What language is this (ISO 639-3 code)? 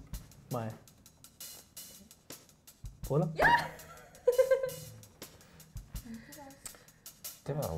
dan